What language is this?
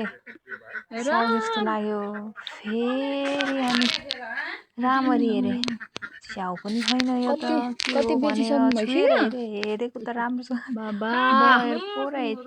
Nepali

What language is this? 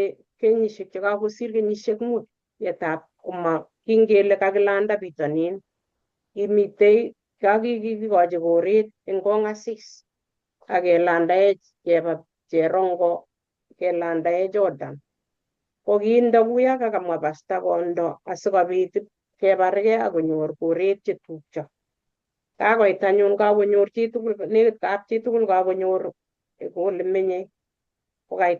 Kalenjin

